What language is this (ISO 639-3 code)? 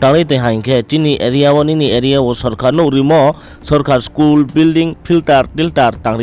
ria